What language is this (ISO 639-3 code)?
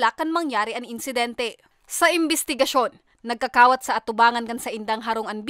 bik